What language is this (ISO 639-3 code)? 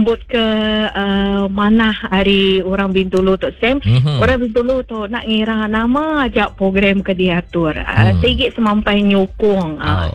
iba